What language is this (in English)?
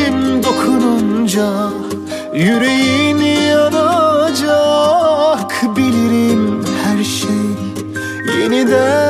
Turkish